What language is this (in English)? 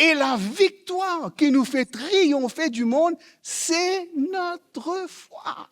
Morisyen